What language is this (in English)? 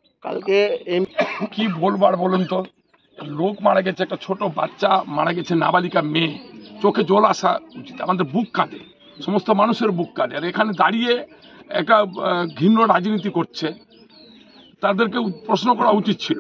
Bangla